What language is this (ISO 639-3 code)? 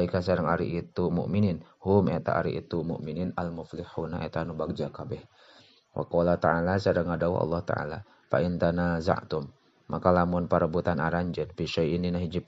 sun